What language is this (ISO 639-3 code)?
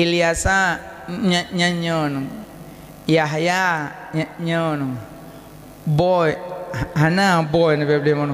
ace